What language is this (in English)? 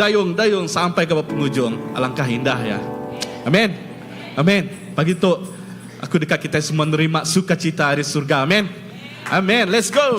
Iban